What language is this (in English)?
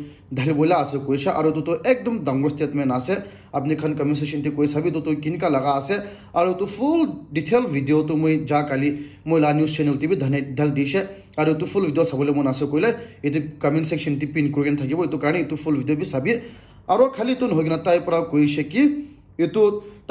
Naga Pidgin